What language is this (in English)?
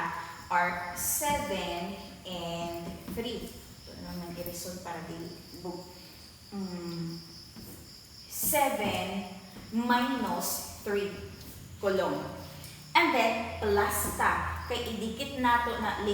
Cebuano